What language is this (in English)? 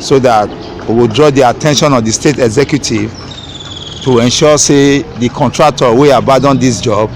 Nigerian Pidgin